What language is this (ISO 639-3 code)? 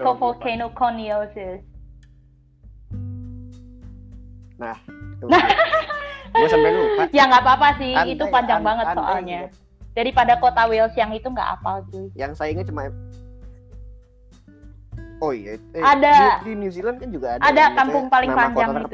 ind